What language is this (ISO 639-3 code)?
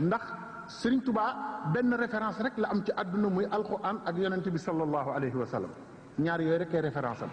wol